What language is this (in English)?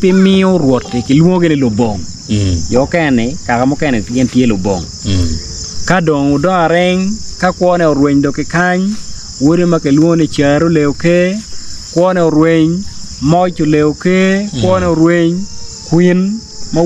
Acoli